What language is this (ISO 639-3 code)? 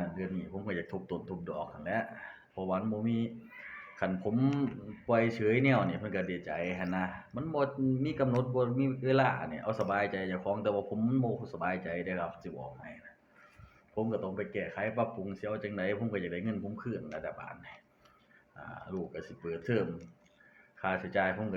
tts